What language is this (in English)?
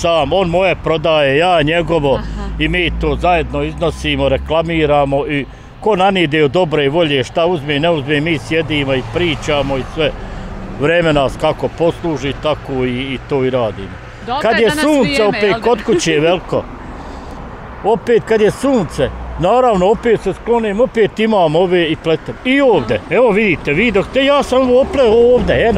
Bosnian